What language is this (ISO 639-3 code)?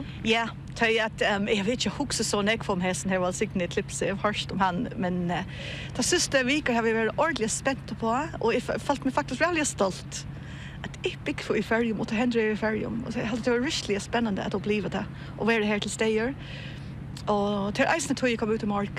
fao